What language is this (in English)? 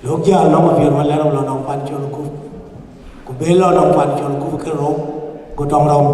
Dinka